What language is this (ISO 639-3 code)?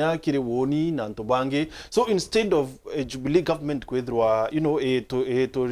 mer